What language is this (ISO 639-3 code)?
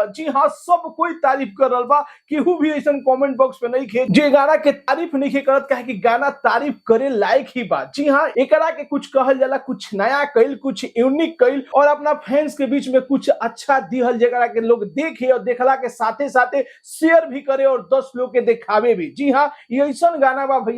bho